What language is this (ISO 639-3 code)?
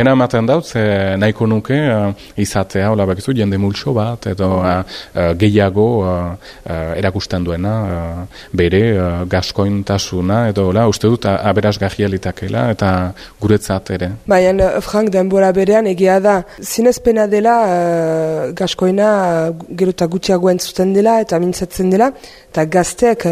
eus